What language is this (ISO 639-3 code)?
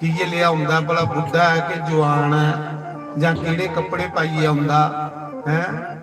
doi